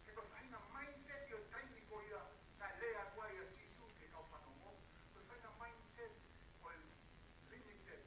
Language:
Tongan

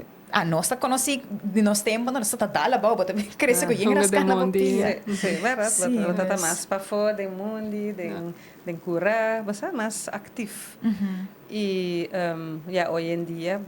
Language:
Papiamento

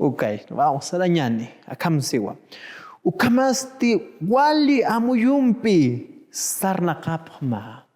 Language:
Aymara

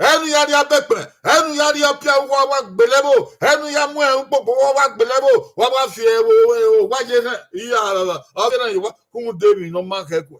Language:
Bini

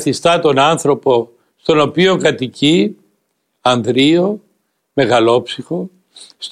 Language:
Greek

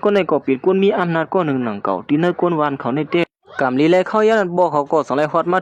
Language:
Shan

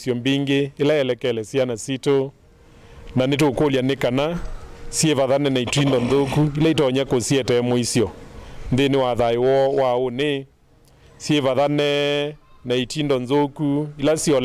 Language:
Kamba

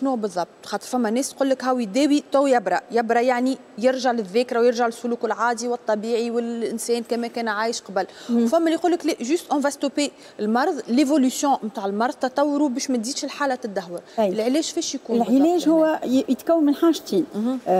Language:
Tunisian Arabic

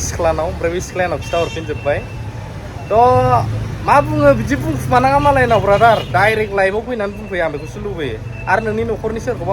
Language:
Bodo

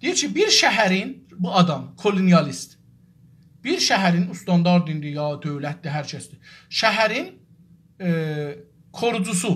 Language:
South Azerbaijani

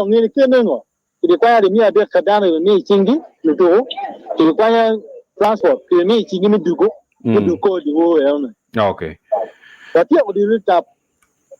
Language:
Acoli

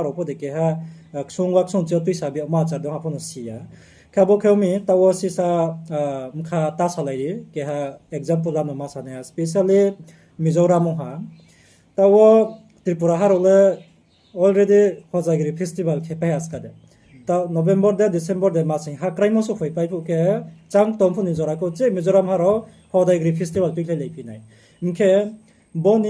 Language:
Riang (India)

